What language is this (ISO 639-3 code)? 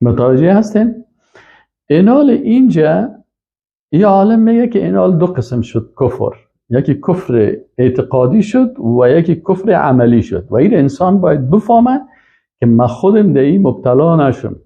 fas